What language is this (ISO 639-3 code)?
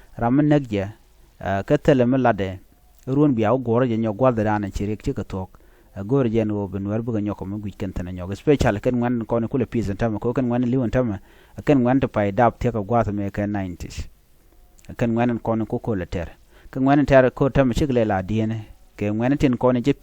nus